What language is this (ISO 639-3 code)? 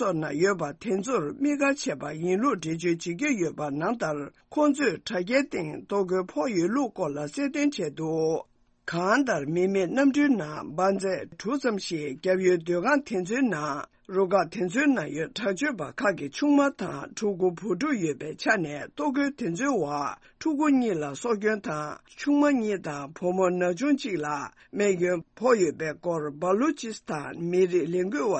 bod